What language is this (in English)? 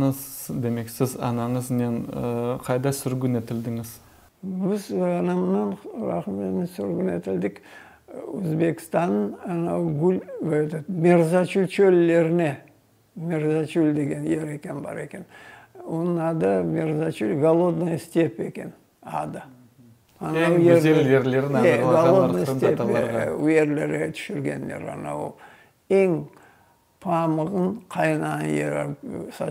Crimean Tatar